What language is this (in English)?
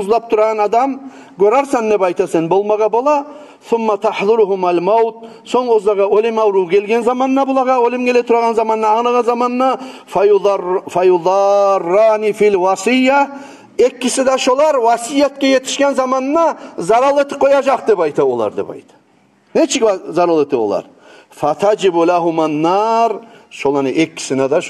Kumyk